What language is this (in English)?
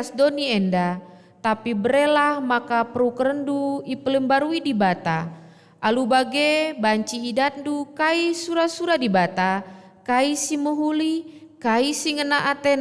Batak Karo